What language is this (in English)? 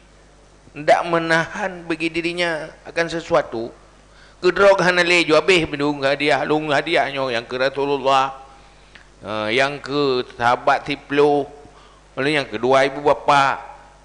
Achinese